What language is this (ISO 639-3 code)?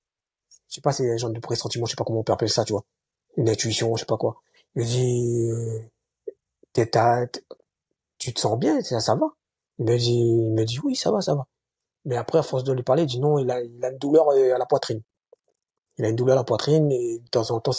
fra